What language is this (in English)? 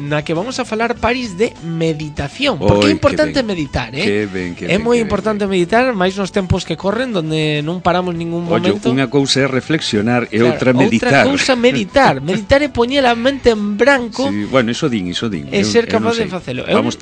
Galician